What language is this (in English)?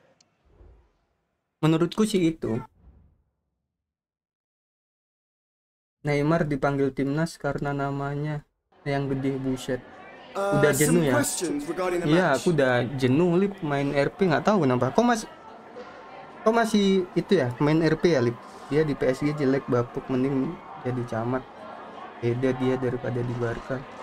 Indonesian